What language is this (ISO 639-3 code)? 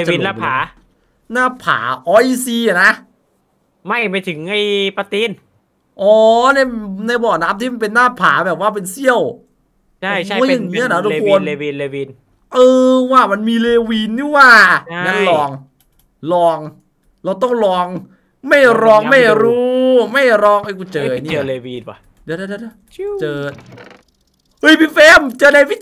tha